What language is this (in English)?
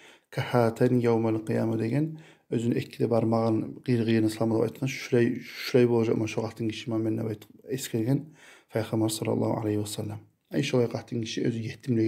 Kumyk